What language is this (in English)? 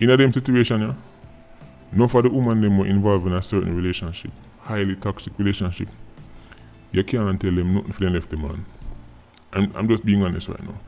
Jamaican Creole English